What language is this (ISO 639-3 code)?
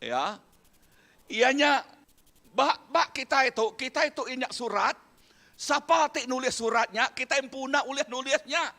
iba